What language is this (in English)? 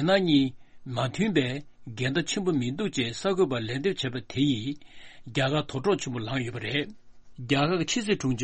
Tibetan